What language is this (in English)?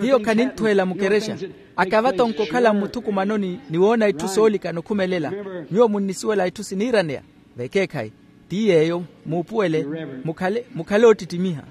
Makhuwa